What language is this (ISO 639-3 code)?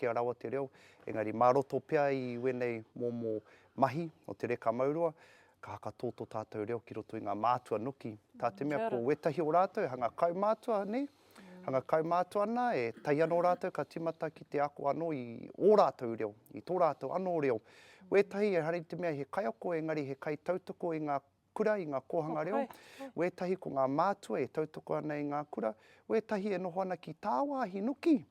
mri